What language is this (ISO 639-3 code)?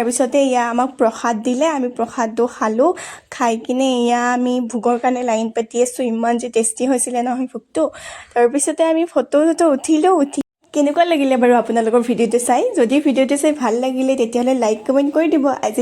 asm